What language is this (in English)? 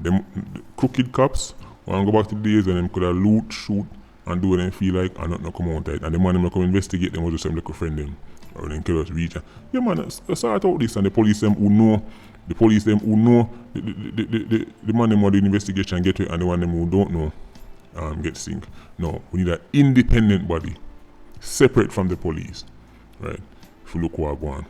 Jamaican Creole English